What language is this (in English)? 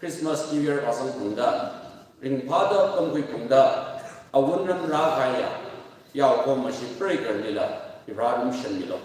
Tangkhul Naga (India)